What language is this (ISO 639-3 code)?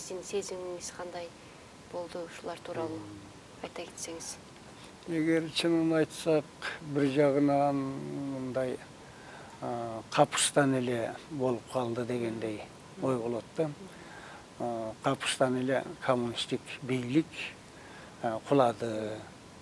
kir